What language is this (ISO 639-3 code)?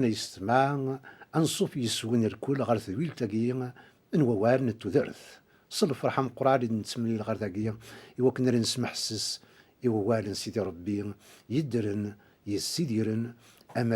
kab